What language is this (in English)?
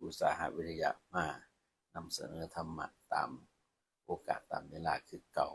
Lao